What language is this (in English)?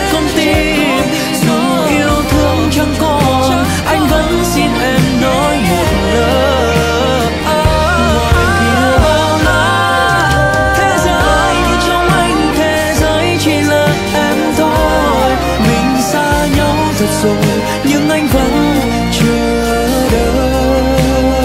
Vietnamese